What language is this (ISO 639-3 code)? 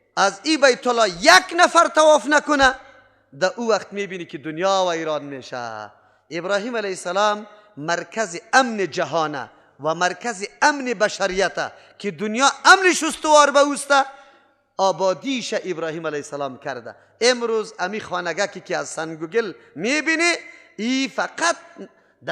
fas